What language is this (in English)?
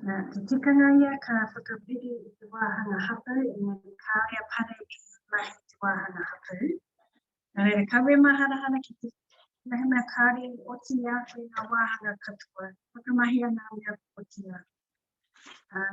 Māori